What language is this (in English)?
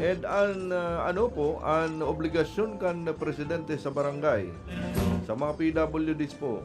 Bikol